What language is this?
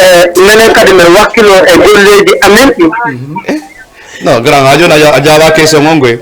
Fula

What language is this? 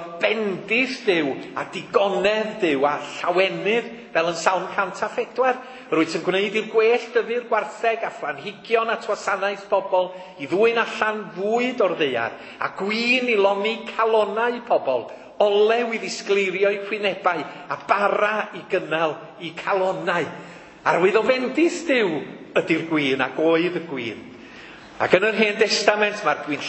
Welsh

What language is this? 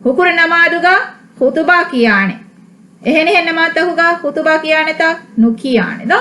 Divehi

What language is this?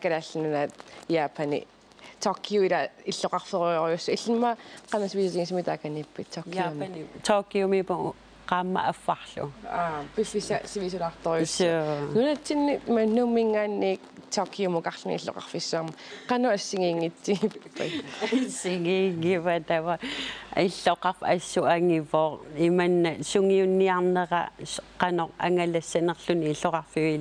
Kalaallisut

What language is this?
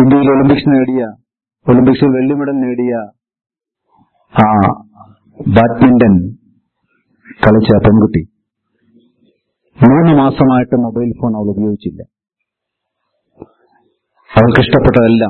Malayalam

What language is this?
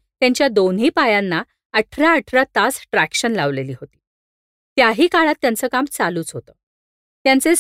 Marathi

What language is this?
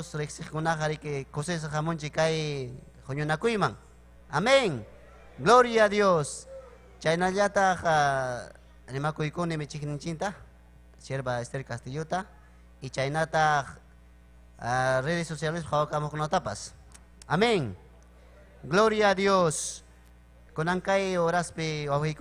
Ayacucho Quechua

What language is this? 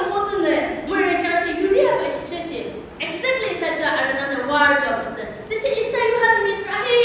Yimchungru Naga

